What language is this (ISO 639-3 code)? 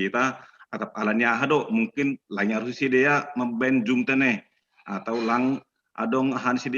bts